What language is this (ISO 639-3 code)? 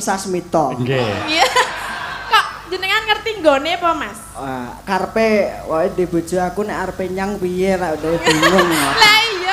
jav